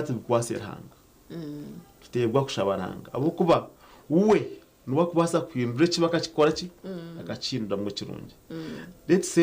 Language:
Nyankole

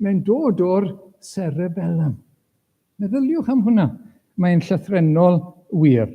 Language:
Welsh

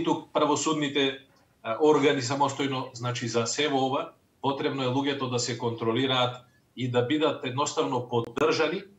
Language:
Macedonian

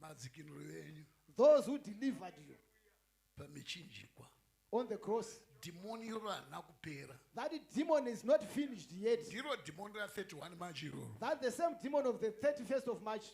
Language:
Shona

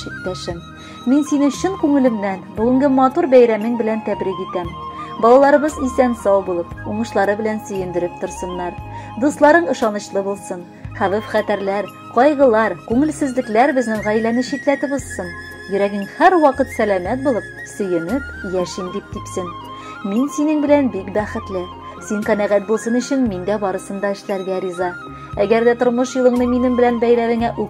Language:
Tatar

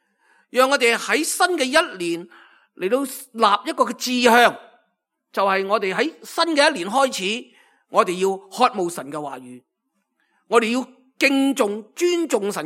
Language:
Cantonese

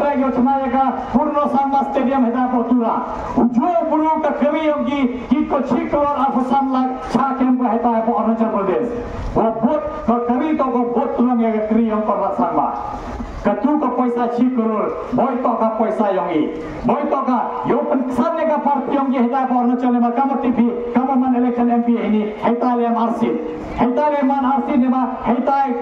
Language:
Khasi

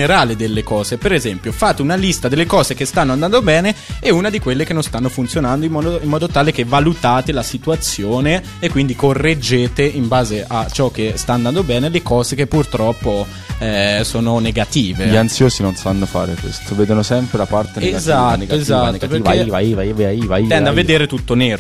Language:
Italian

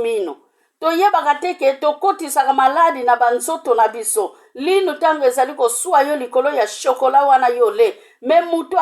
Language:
Lingala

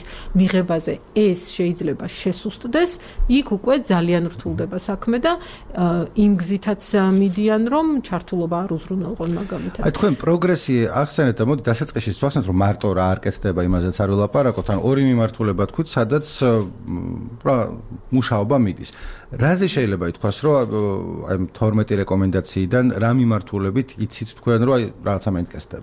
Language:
Georgian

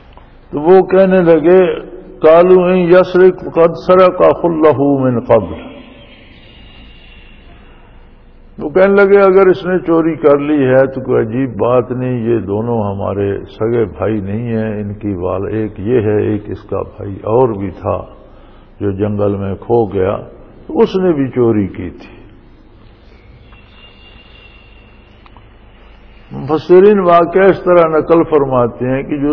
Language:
Urdu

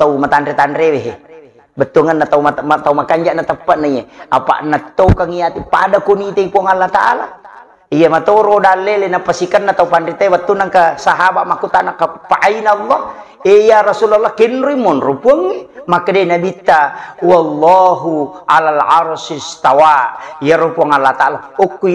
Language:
Buginese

